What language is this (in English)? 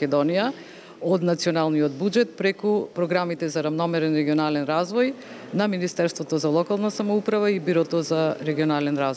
Macedonian